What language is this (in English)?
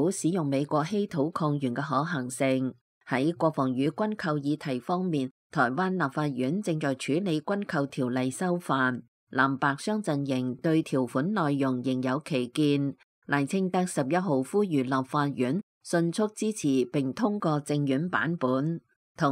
Cantonese